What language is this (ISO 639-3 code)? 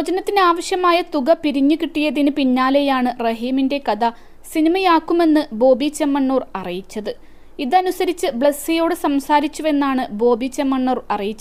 mal